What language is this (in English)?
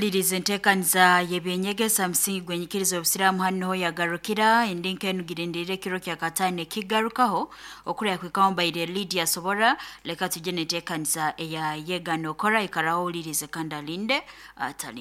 Nyoro